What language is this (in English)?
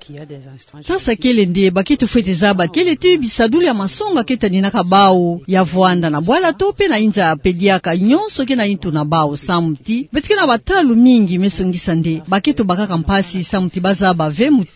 Kituba (Democratic Republic of Congo)